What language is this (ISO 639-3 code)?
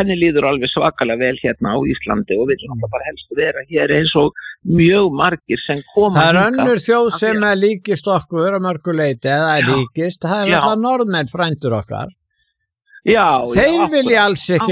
isl